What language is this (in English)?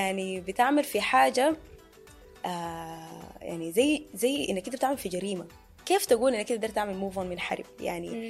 Sudanese Arabic